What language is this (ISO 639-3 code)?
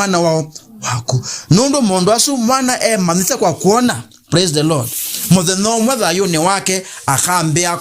kam